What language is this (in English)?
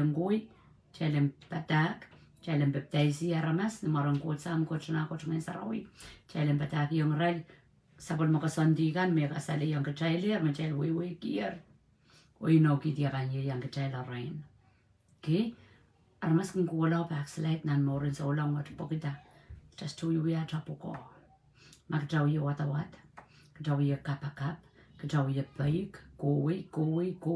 Pohnpeian